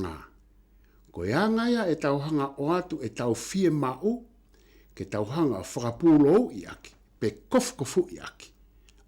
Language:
Tongan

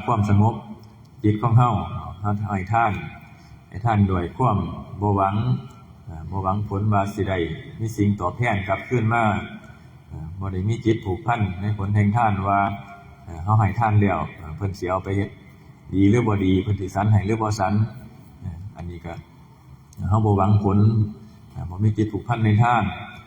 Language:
Northeastern Thai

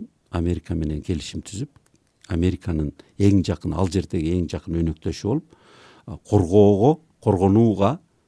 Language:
Kyrgyz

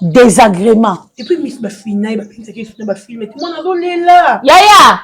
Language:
Lingala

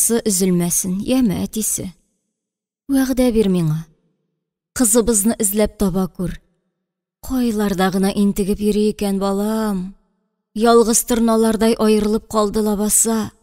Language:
Tatar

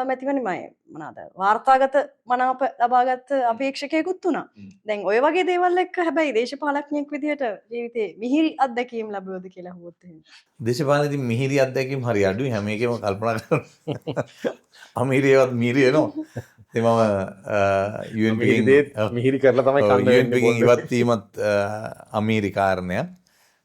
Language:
Sinhala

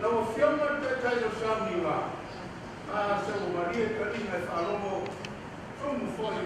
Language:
Samoan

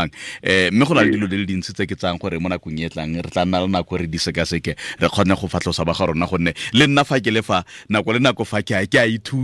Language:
Tswana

